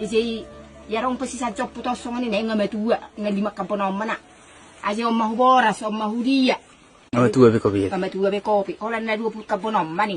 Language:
Batak Toba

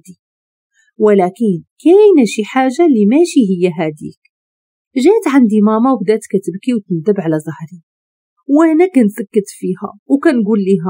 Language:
Moroccan Arabic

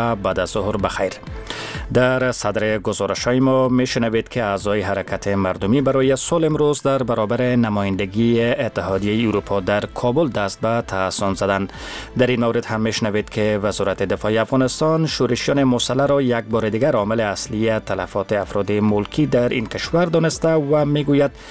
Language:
Persian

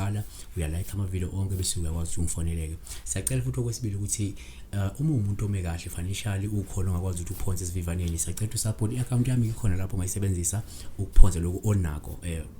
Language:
Zulu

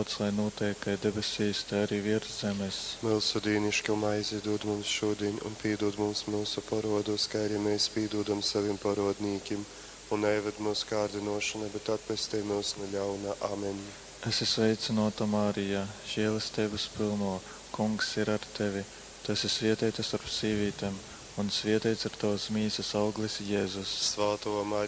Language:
Latgalian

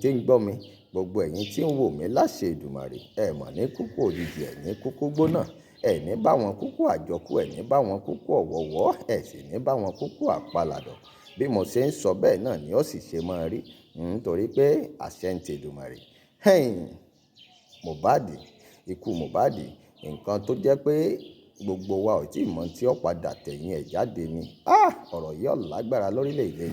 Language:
Yoruba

